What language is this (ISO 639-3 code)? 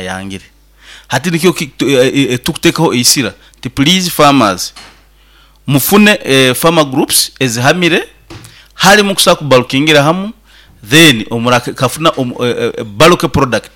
nyo